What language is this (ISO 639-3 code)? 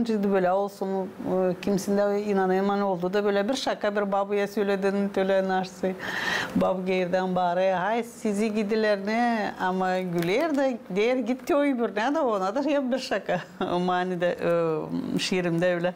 gag